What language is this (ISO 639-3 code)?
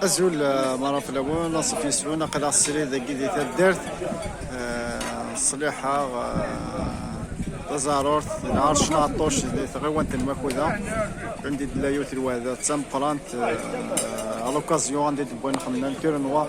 kab